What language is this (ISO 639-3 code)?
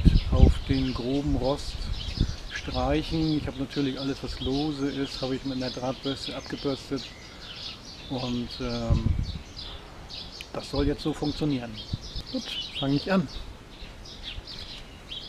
deu